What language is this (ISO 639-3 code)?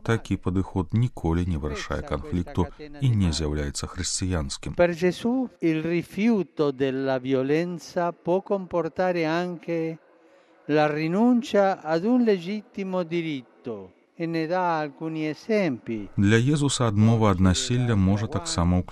bel